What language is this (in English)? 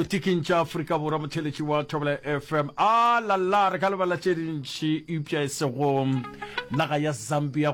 Northern Sotho